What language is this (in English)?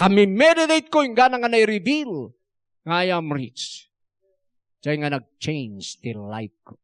Iloko